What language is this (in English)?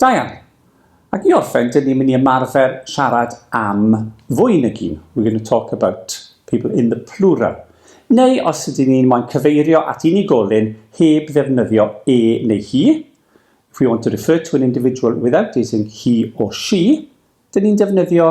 Welsh